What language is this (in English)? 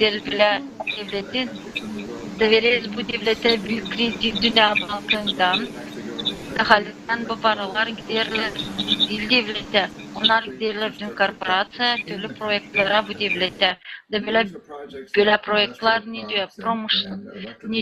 Gagauz